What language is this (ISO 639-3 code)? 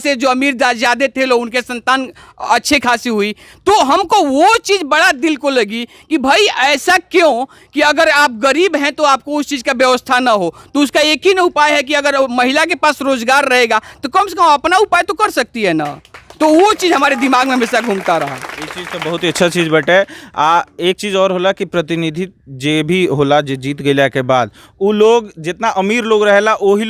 bho